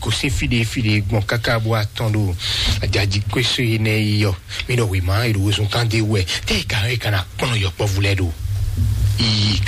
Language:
Fon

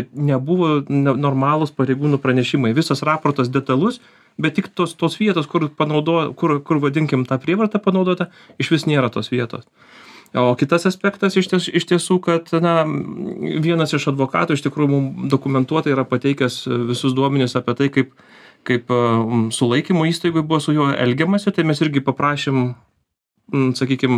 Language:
Lithuanian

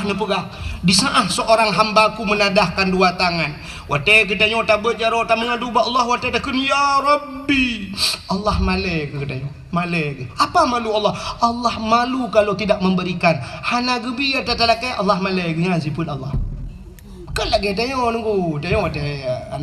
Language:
Achinese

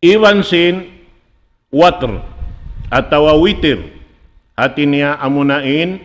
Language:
Tausug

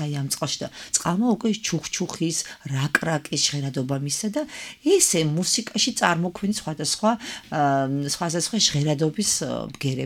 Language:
Georgian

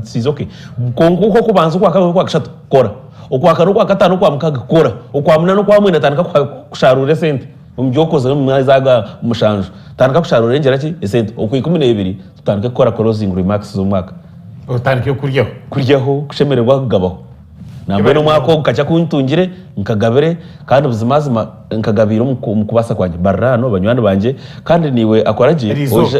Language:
Nyankole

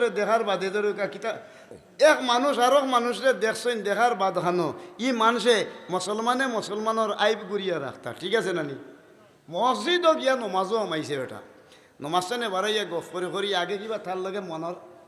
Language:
Sylheti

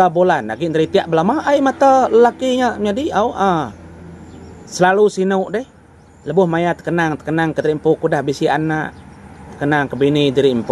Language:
Iban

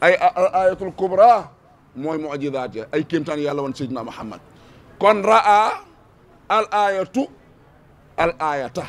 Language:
Wolof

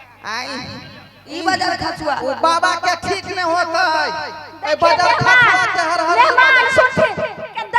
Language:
Maithili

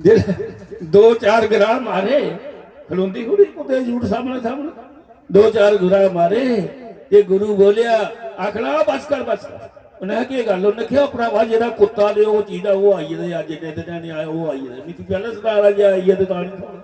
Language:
Dogri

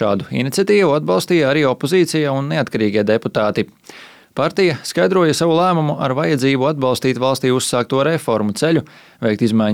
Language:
Latvian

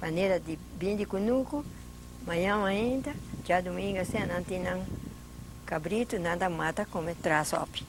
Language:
Papiamento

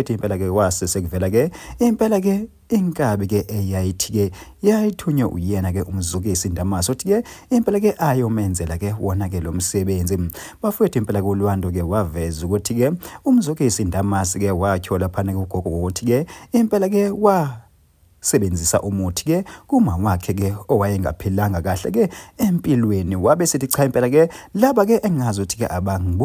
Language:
Zulu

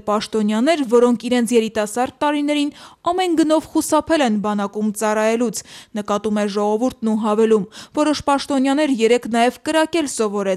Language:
Armenian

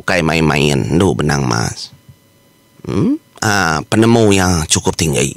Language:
Iban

